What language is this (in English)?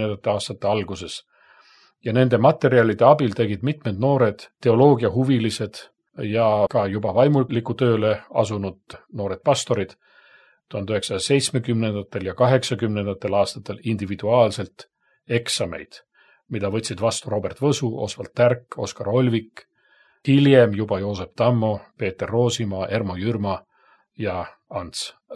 Estonian